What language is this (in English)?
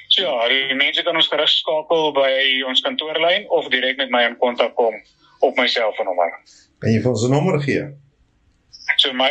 Afrikaans